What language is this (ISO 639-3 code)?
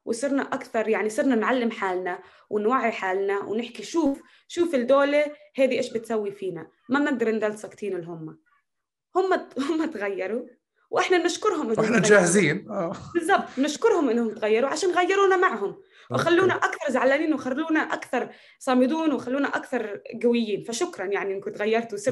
apc